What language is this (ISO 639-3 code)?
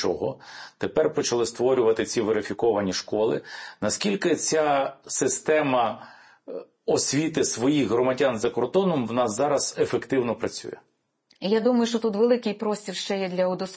ukr